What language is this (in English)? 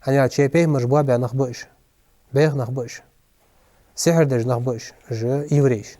Ingush